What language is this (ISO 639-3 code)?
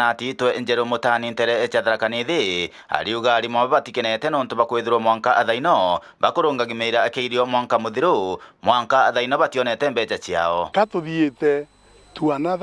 mer